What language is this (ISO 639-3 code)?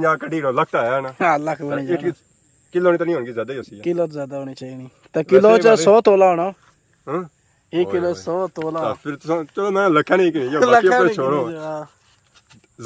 phr